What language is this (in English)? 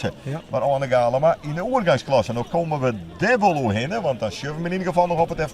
Western Frisian